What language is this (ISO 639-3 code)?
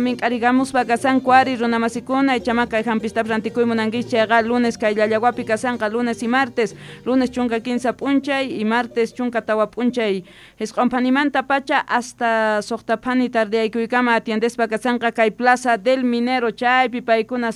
que